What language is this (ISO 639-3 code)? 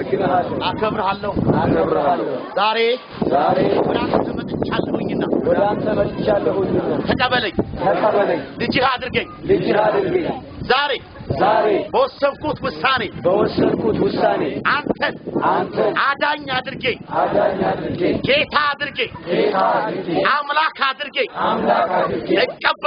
amh